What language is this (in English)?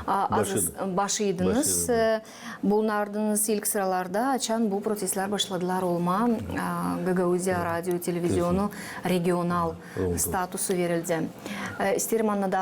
Gagauz